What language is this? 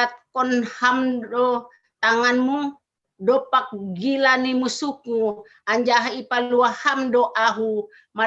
Batak Simalungun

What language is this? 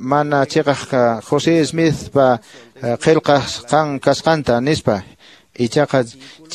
Quechua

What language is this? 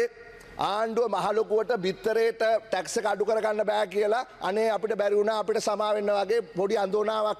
Sinhala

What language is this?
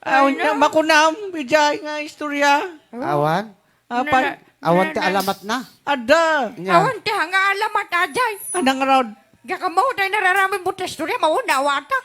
Iloko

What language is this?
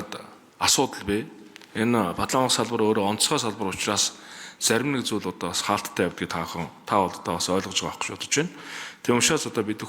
Mongolian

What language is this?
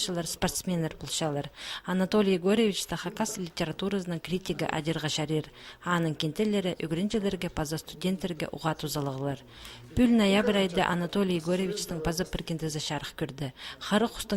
Khakas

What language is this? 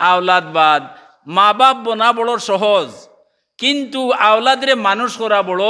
Sylheti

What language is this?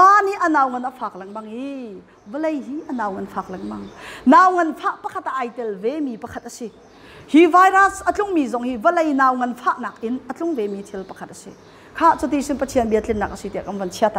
Hakha Chin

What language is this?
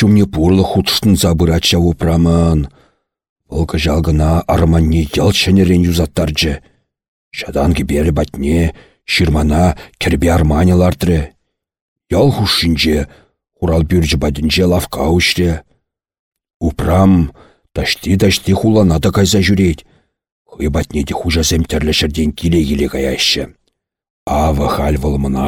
Chuvash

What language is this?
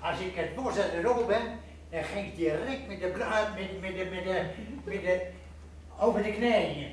Gronings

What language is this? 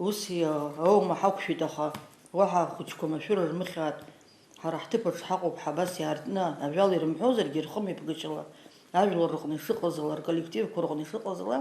Abkhazian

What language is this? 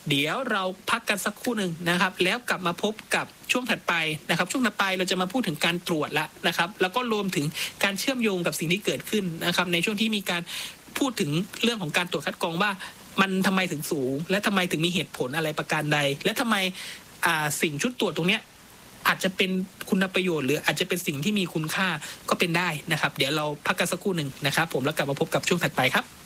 Thai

